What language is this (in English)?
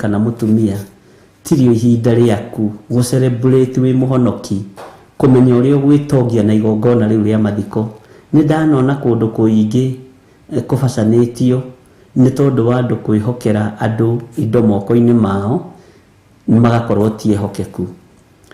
Kikuyu